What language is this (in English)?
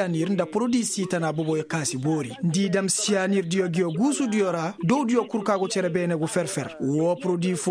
Koyraboro Senni